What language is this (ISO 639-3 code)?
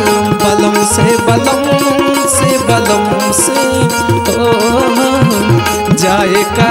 bho